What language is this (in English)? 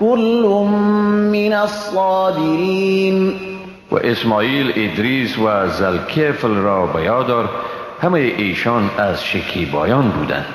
Persian